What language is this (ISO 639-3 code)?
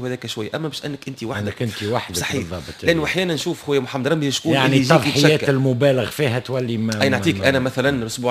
aeb